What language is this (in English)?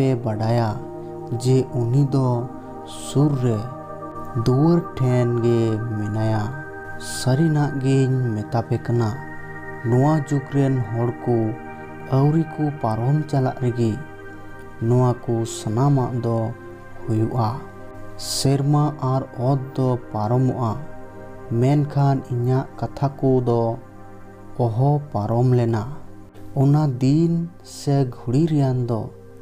Santali